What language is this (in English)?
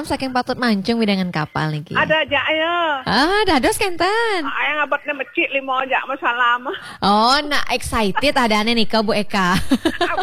Balinese